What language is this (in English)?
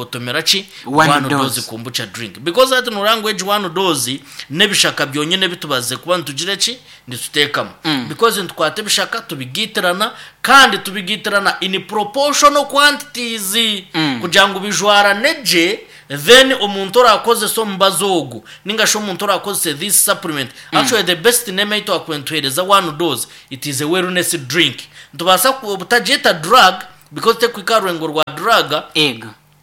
Nyankole